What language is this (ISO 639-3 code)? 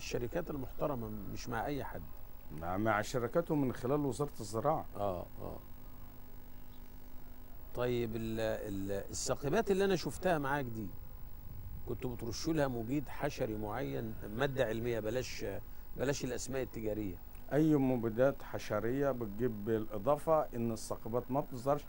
arz